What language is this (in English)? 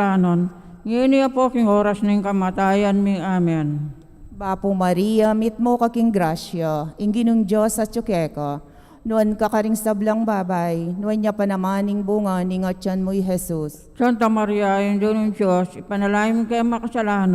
Pampanga